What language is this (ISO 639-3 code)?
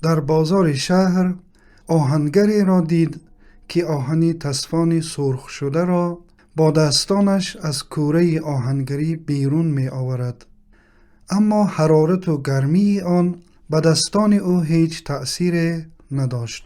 tgk